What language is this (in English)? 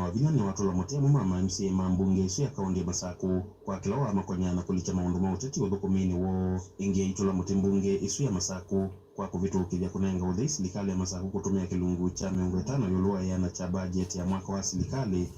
Kamba